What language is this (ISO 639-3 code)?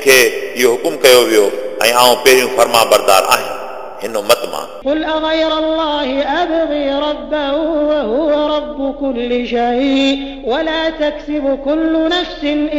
snd